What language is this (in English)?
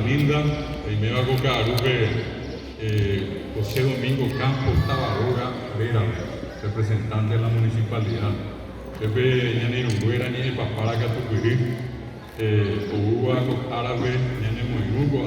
Guarani